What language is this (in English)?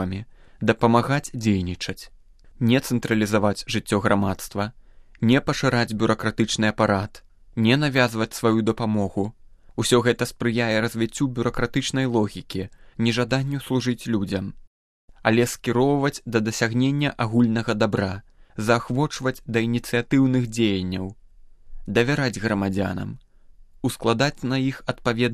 Belarusian